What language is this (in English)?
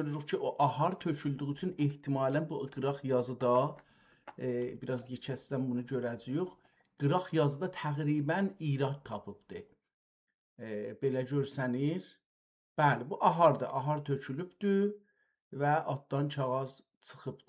South Azerbaijani